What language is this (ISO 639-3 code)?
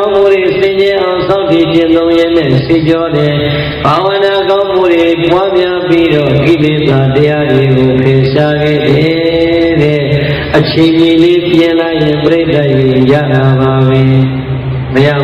mya